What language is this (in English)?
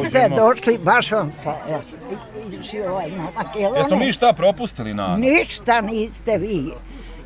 Bosnian